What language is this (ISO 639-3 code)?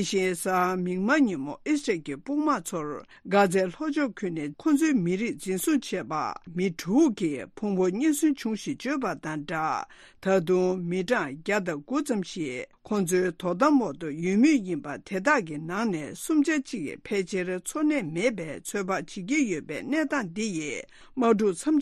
bod